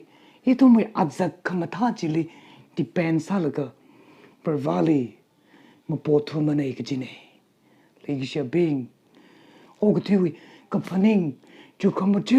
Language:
Tangkhul Naga (India)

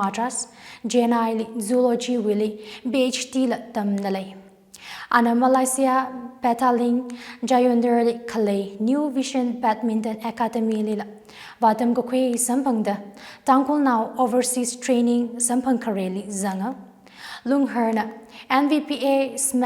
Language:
Tangkhul Naga (India)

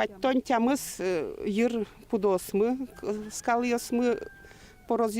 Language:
Udmurt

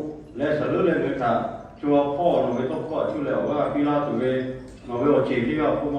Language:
Lahu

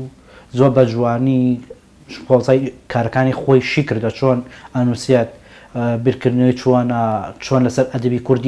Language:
Central Kurdish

